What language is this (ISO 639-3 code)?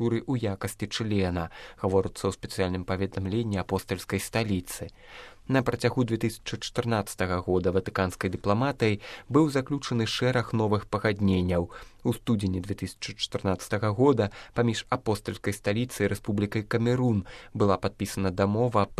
bel